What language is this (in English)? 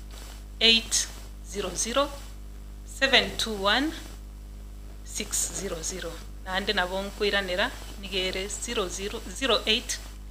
Gusii